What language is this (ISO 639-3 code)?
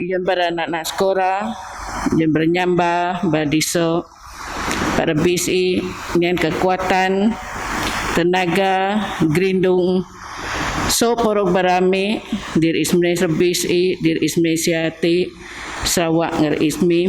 bth